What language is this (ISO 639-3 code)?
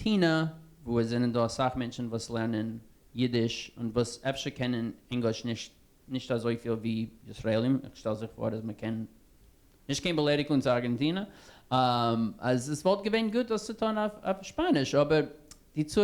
yid